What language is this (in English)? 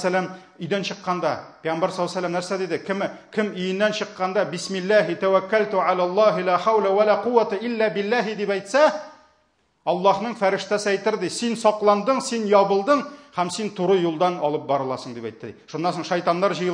Tatar